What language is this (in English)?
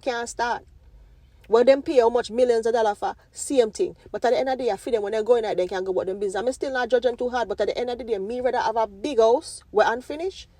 Jamaican Creole English